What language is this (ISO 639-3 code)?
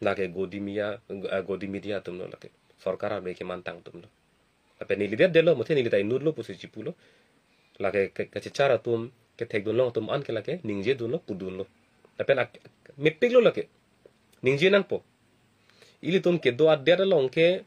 mjw